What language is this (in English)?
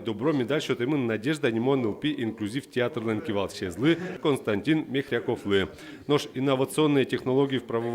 Udmurt